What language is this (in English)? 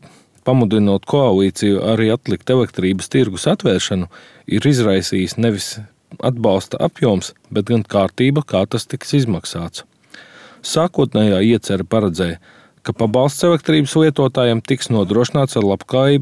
Latvian